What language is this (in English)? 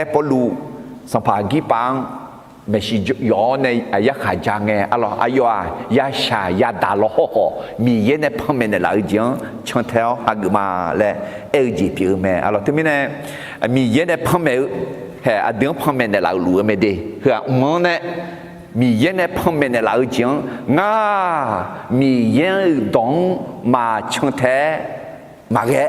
Akha